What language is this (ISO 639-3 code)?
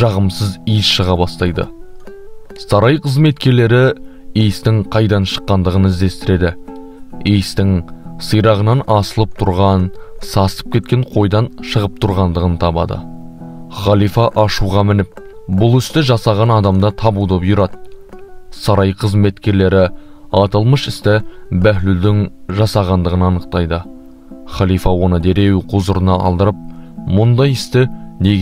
kaz